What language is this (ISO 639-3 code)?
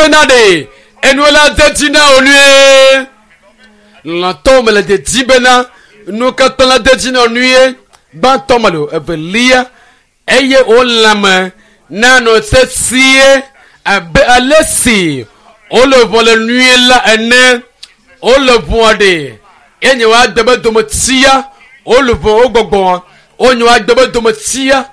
ewe